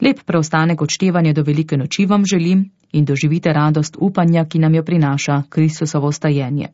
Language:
Slovenian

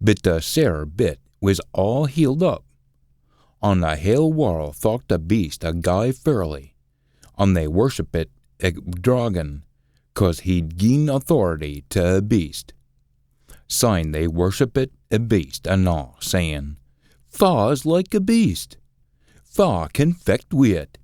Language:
Scots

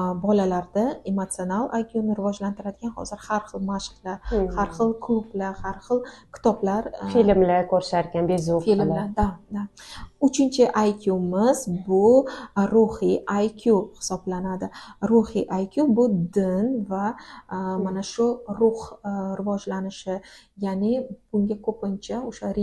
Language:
Uzbek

